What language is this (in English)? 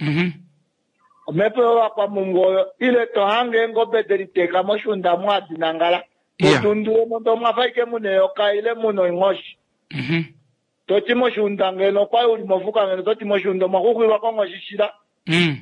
Kuanyama